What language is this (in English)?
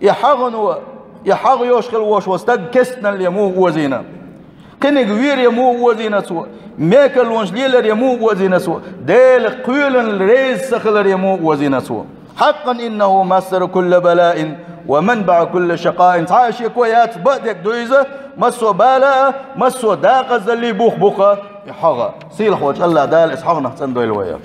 Chechen